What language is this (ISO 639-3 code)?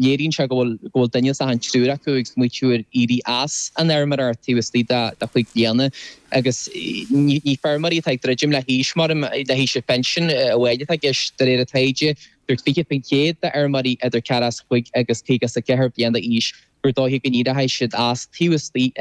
gle